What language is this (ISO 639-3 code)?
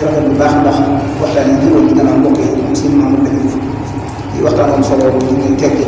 wol